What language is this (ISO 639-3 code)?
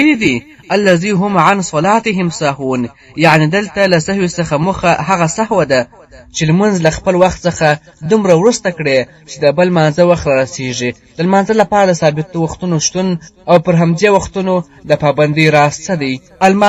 pus